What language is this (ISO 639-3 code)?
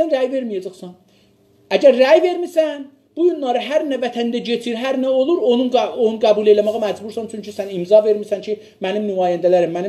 azb